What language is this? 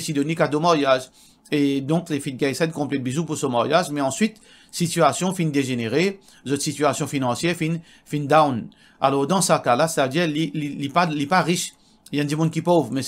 Morisyen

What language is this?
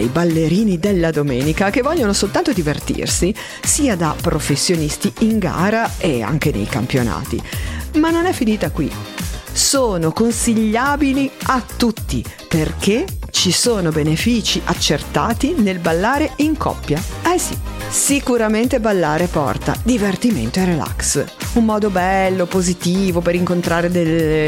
Italian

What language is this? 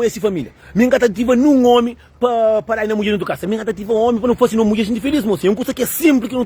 Kabuverdianu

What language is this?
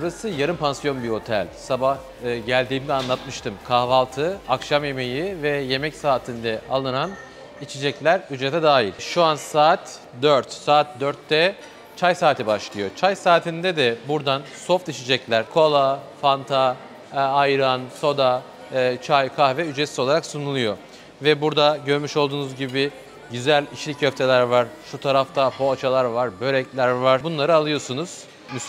Turkish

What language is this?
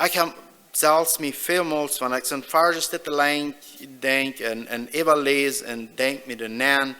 Plautdietsch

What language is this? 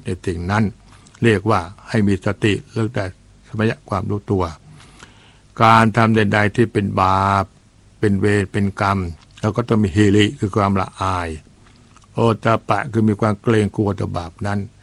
Thai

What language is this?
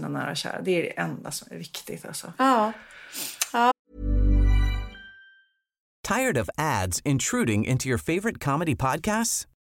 Swedish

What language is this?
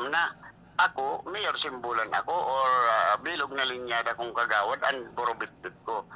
Bikol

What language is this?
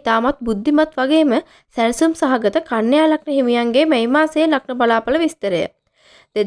Sinhala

